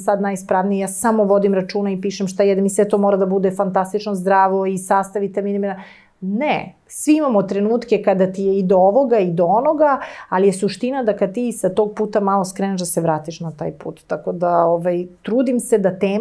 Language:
Serbian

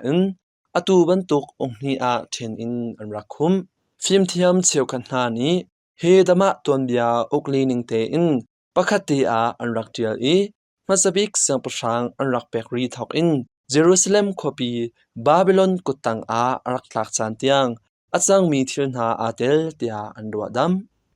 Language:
Hakha Chin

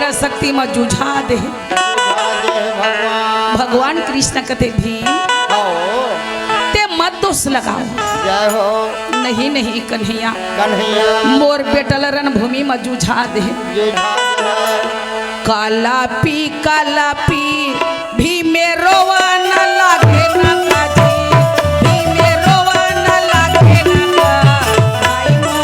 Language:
Chhattisgarhi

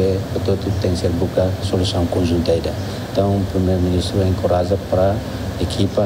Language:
Tetum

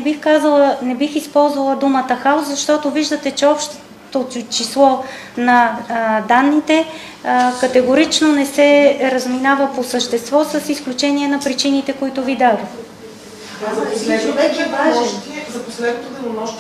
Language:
Bulgarian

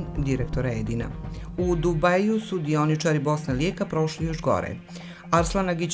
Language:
Bosnian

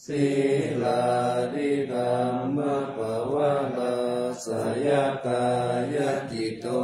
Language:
Pali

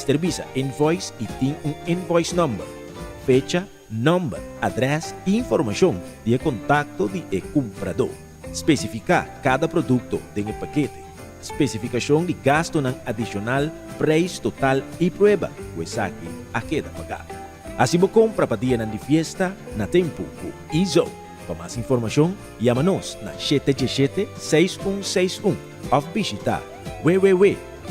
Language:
Papiamento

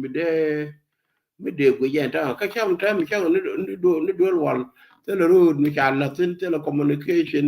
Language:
Nuer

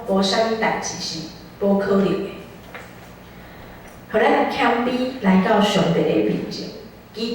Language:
Min Nan Chinese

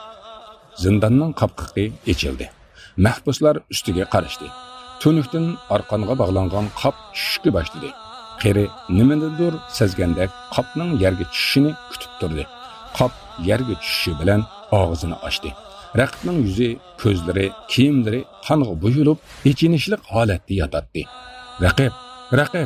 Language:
Uyghur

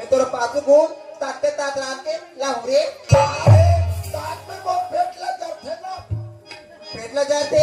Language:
Chhattisgarhi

